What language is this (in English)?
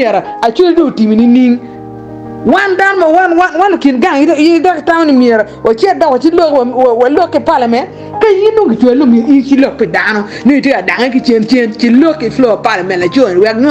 Acoli